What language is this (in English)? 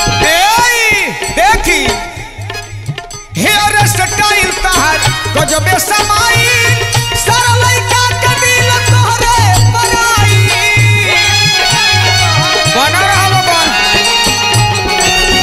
Bhojpuri